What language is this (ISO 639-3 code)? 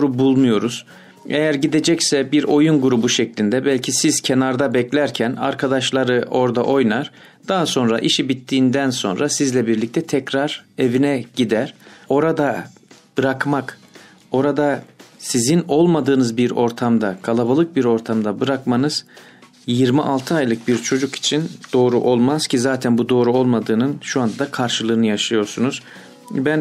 tur